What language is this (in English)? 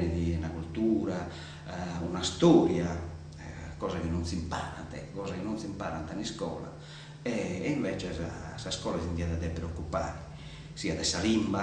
Sardinian